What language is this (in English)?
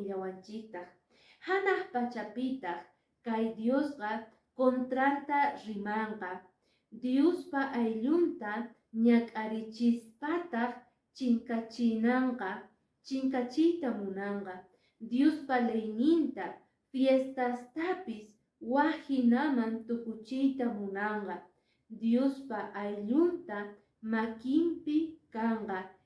Quechua